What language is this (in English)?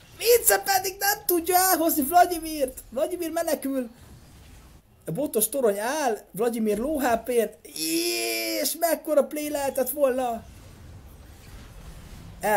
Hungarian